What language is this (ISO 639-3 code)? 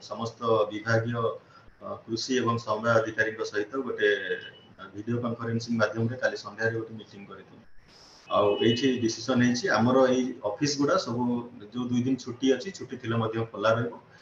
ori